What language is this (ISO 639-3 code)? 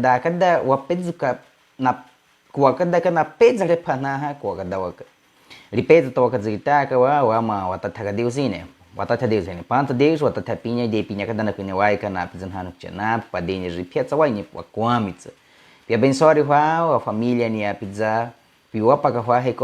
bwi